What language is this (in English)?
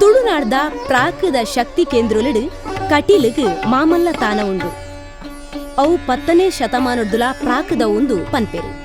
Tulu